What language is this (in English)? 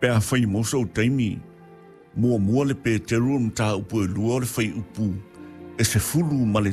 Samoan